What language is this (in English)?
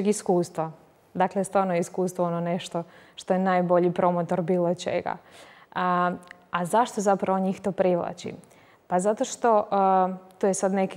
Croatian